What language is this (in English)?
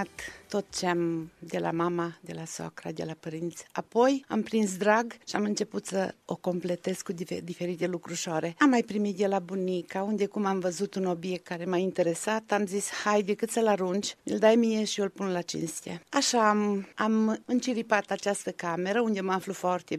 Romanian